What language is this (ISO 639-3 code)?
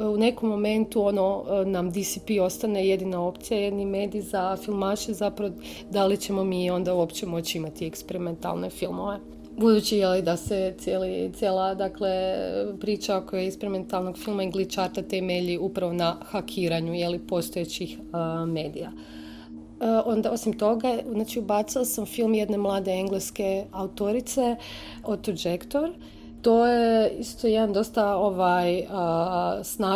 hrv